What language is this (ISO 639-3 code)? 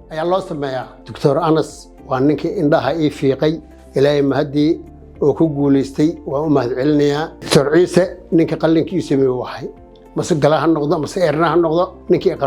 som